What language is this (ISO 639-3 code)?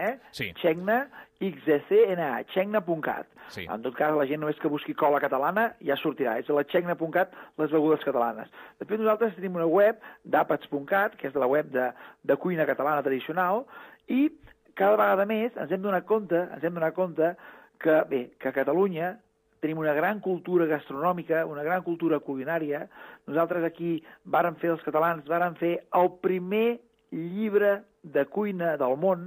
cat